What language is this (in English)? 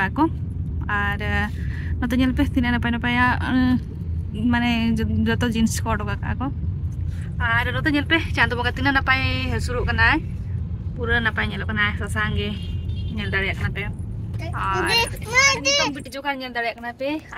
Santali